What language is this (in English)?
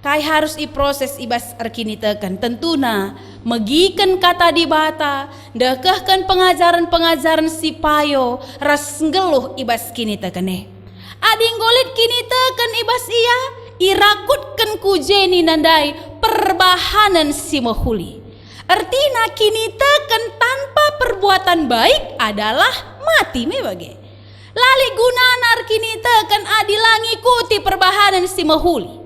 Batak Karo